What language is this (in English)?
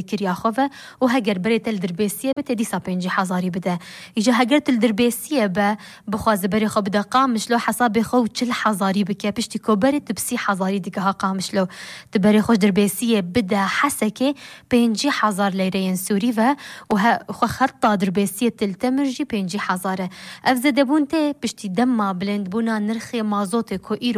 Kurdish